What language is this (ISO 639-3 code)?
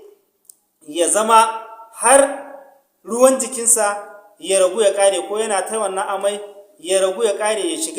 hau